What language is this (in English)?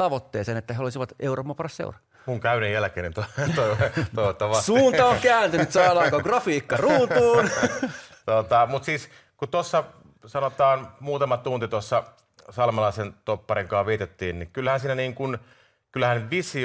Finnish